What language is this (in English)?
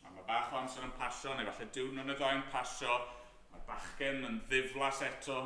Welsh